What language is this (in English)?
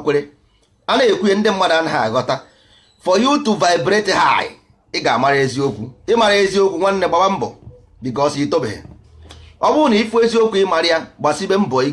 Igbo